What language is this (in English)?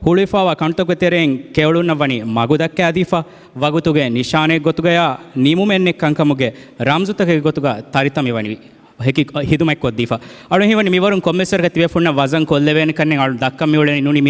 Divehi